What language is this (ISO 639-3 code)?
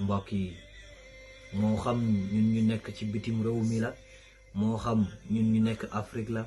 wol